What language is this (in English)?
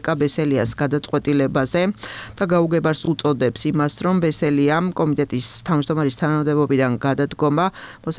Georgian